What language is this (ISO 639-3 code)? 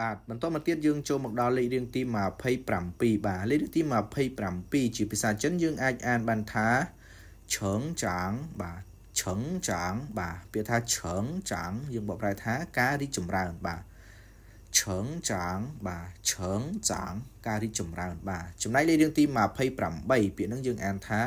khm